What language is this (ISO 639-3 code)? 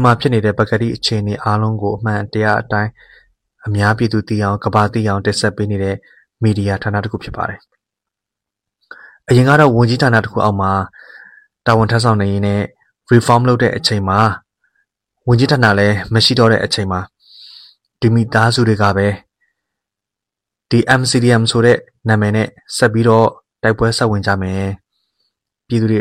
mya